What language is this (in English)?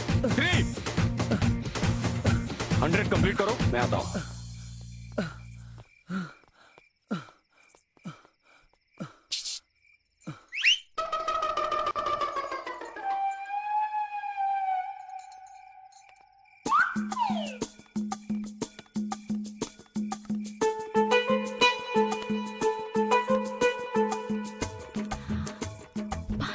Bhojpuri